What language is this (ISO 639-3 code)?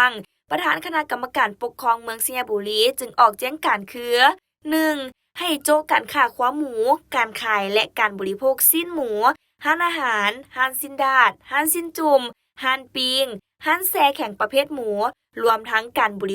lao